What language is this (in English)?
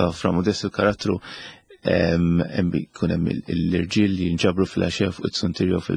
Maltese